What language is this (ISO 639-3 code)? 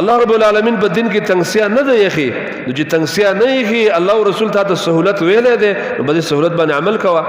pus